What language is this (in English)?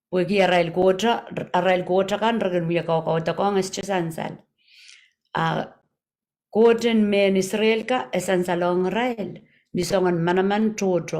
Pohnpeian